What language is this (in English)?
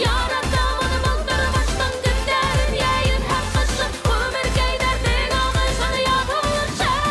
Bashkir